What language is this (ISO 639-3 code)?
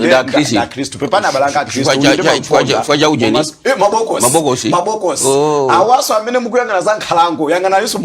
nya